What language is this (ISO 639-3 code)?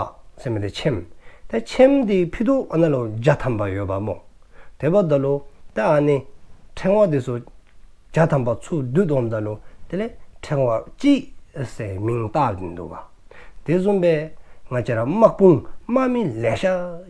dzo